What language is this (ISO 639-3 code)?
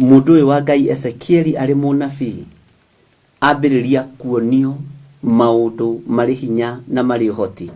kik